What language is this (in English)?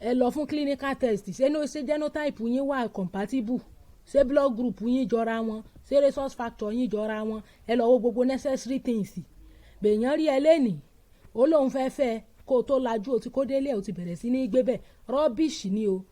Yoruba